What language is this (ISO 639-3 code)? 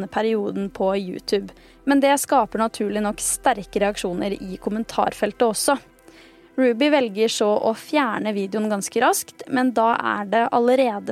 nor